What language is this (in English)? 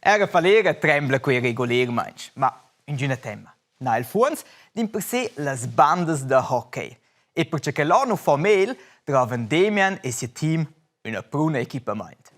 Romansh